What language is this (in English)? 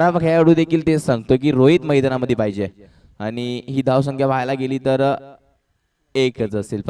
Marathi